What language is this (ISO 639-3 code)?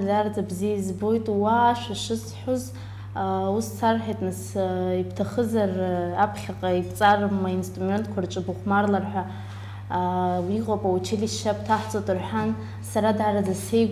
abk